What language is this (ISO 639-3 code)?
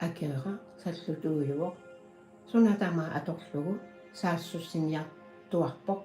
kal